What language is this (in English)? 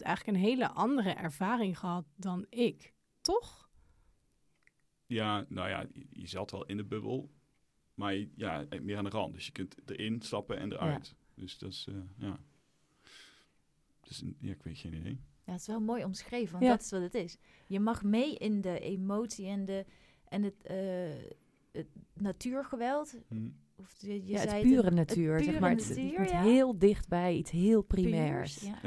Dutch